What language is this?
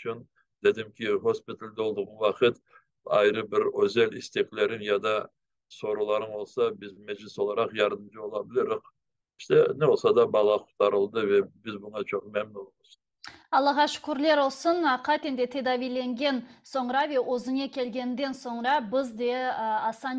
Crimean Tatar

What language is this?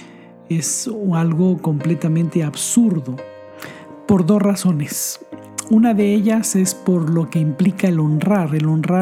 Spanish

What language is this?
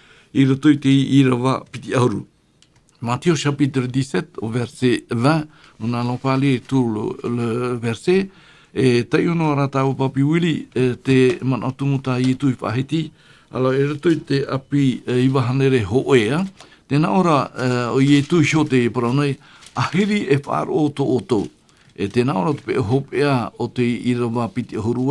Tahitian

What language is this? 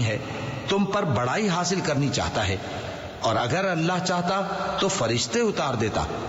Urdu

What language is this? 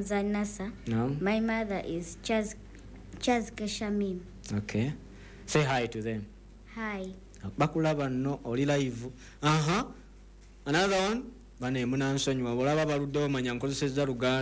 Ganda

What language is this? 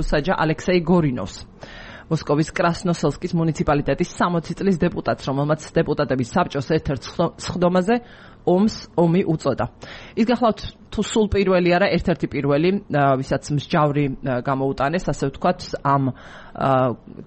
Georgian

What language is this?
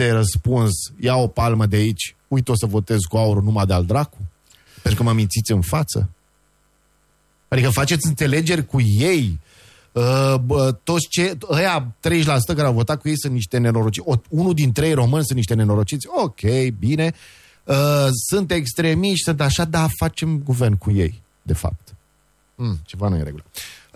Romanian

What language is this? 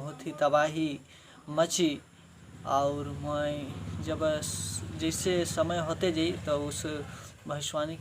Sadri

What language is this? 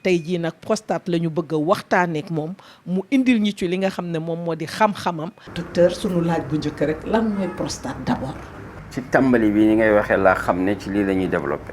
Wolof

